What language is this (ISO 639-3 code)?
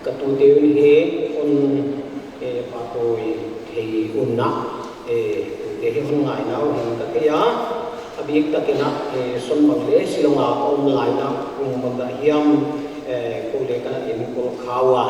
pck